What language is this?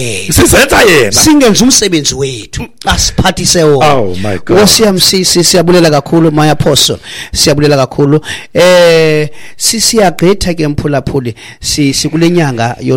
Xhosa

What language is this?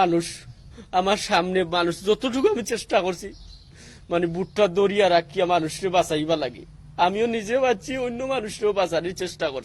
Sylheti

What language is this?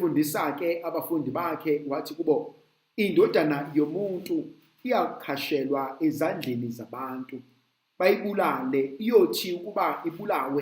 Zulu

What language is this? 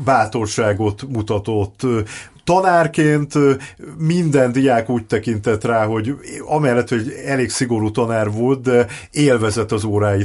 Hungarian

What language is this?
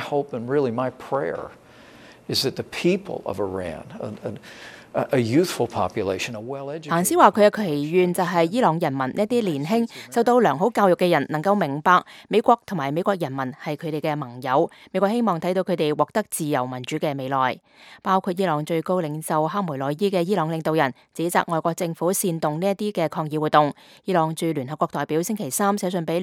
Cantonese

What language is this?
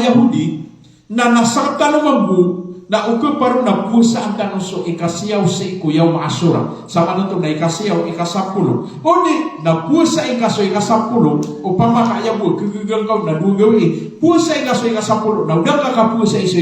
Maranao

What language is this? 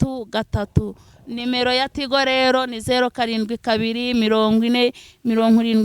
Kinyarwanda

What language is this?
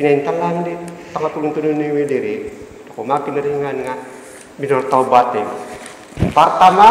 Central Dusun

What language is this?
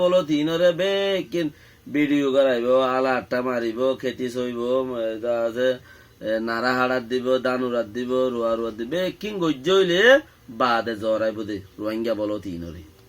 Rohingya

